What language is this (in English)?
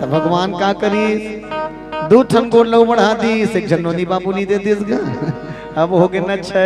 Chhattisgarhi